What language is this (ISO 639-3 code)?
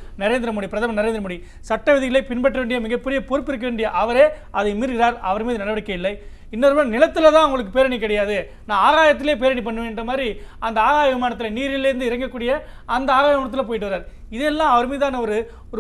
tam